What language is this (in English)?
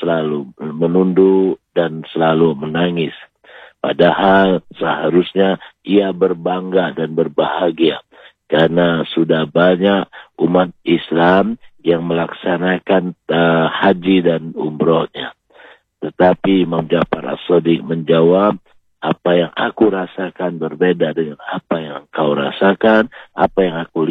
Indonesian